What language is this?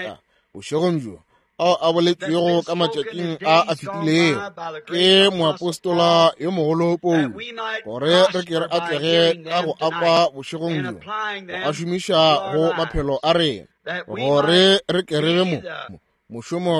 Northern Sotho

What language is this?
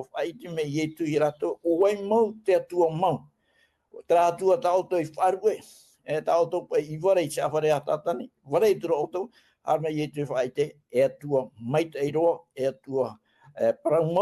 Tahitian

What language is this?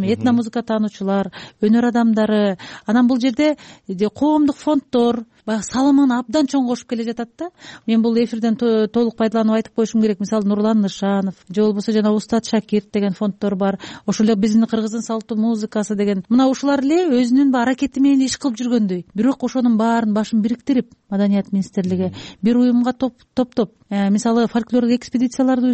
Kyrgyz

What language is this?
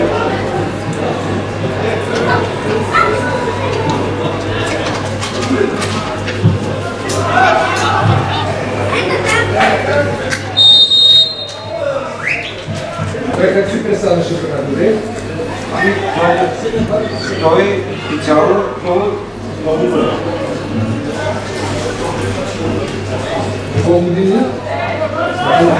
Bulgarian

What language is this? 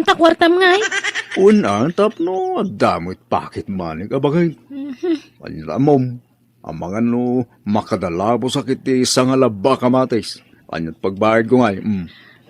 Iloko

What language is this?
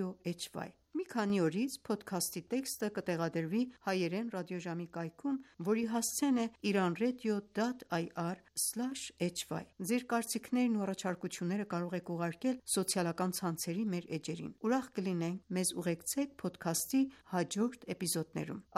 Armenian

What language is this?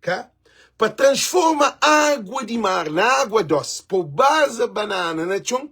Kabuverdianu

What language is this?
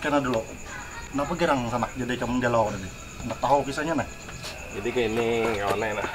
Banjar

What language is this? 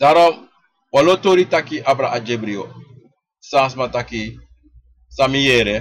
Sranan Tongo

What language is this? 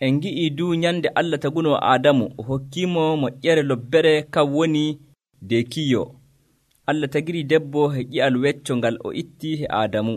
Nigerian Fulfulde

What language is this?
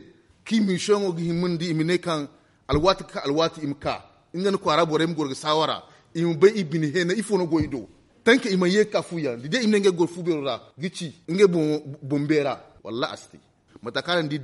Zarma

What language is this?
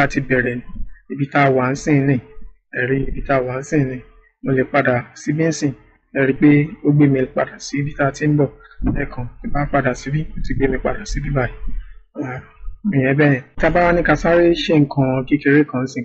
Yoruba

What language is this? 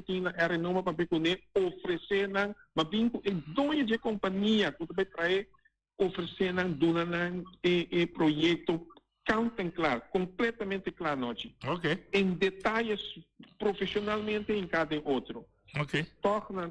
Papiamento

